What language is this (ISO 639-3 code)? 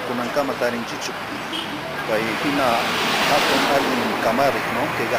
que